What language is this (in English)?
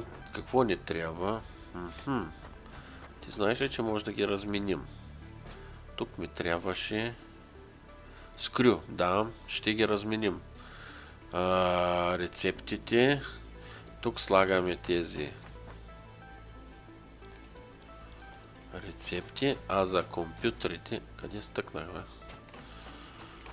Bulgarian